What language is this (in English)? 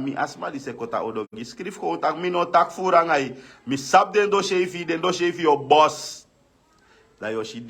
Sranan Tongo